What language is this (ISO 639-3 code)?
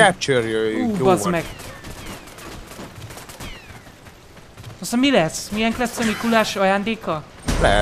hun